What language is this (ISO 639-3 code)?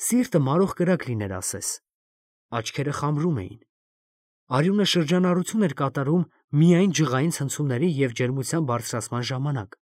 hye